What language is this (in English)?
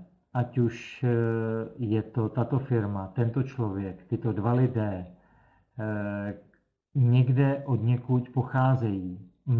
Czech